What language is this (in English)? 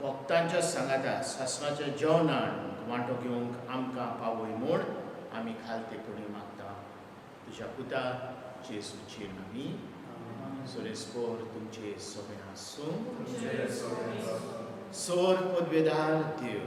Konkani